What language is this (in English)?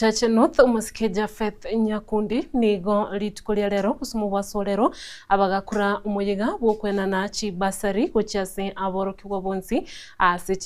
Gusii